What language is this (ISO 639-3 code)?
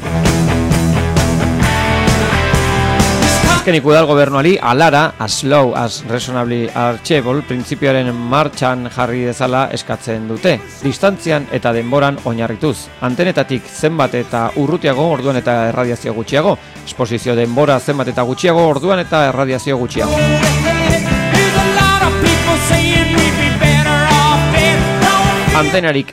eus